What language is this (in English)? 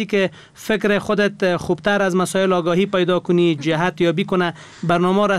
Persian